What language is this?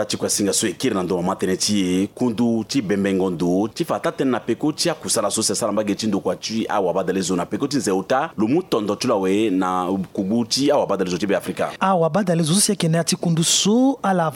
Sango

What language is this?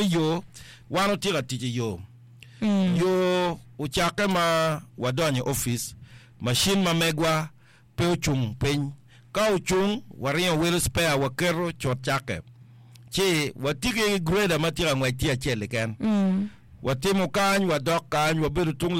Acoli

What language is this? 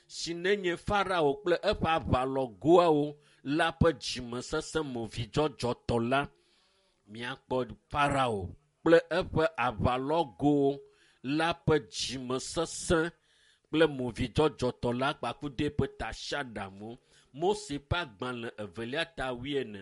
Ewe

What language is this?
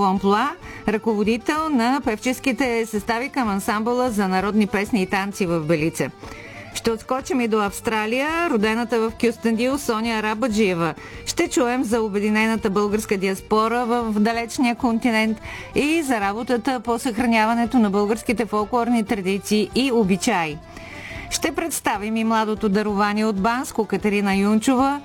Bulgarian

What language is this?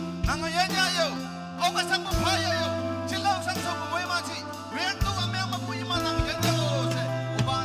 Naga Pidgin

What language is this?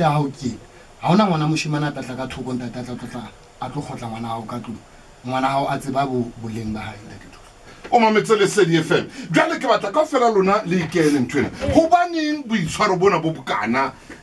Southern Sotho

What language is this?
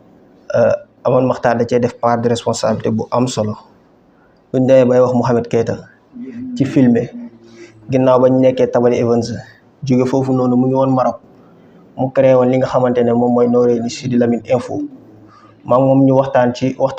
Wolof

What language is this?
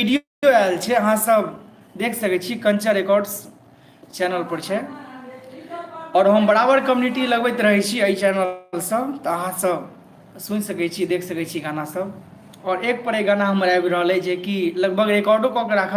Maithili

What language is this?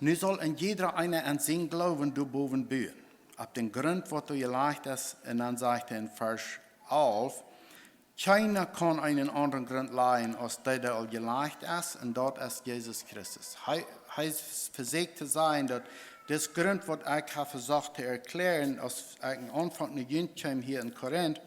Plautdietsch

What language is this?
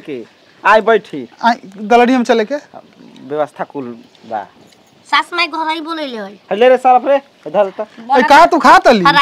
Bhojpuri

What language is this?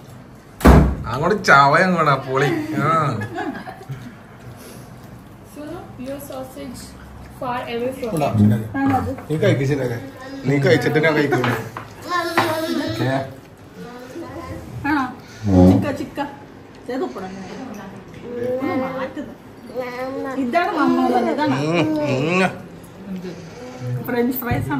Malayalam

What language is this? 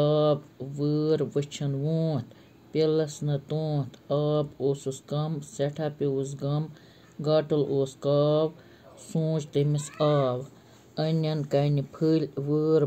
Kashmiri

